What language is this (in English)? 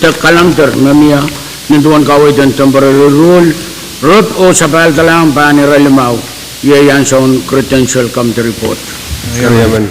Pohnpeian